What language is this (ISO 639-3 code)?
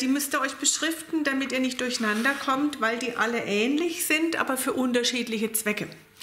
deu